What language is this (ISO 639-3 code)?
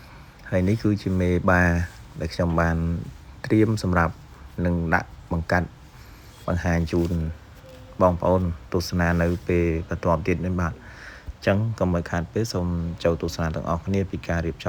khm